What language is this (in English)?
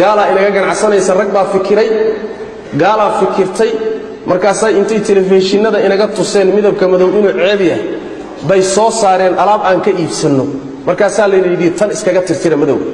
Somali